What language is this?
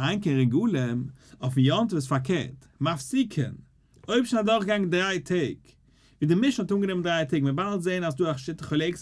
Yiddish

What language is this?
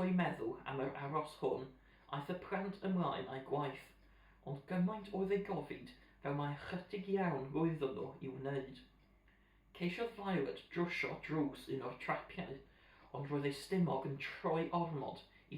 Welsh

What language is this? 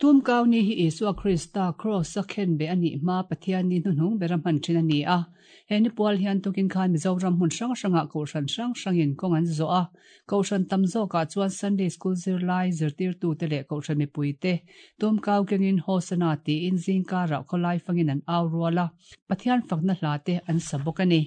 Mizo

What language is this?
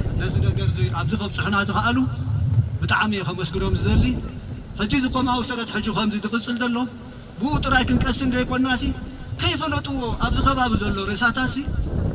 Tigrinya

